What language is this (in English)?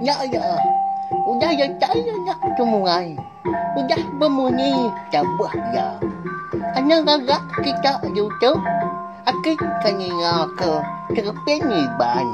Iban